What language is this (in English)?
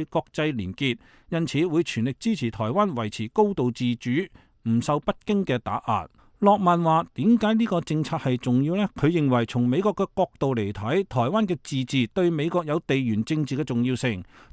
Cantonese